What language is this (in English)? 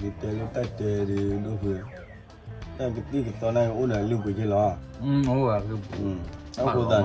S'gaw Karen